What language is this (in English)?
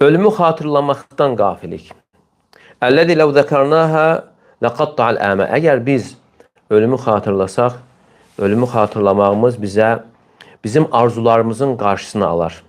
Azerbaijani